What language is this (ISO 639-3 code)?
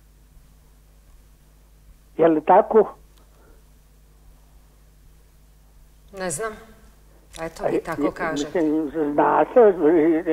hrv